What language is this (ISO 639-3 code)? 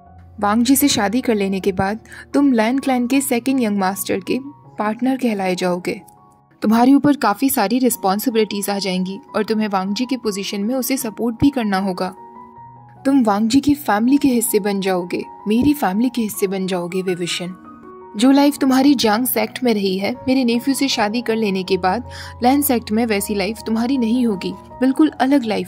hin